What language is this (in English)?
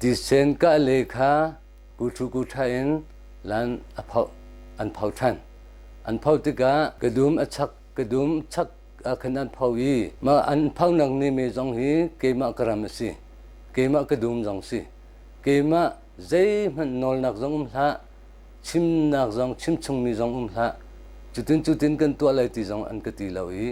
Hakha Chin